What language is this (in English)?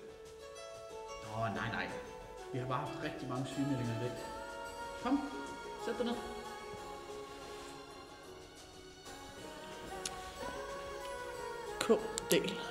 Danish